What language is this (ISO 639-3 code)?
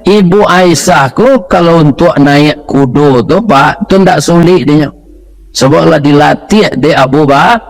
min